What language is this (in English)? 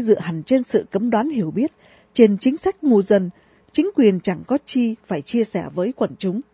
Vietnamese